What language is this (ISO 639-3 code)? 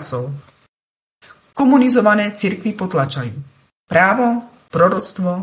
slk